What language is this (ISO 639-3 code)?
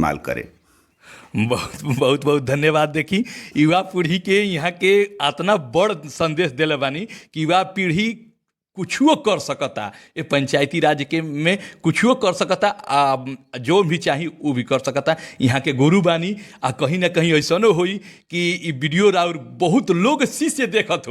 bho